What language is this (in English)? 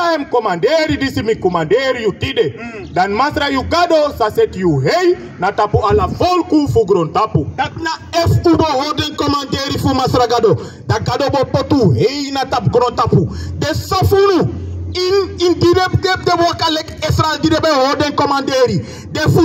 Sranan Tongo